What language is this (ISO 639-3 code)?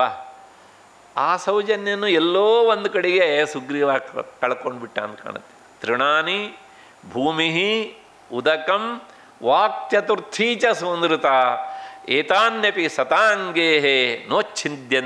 kan